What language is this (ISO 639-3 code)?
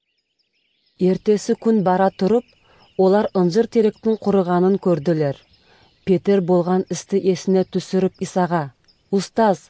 kaz